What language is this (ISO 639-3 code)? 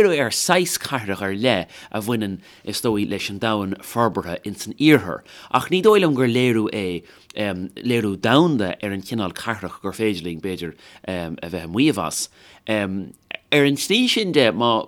gle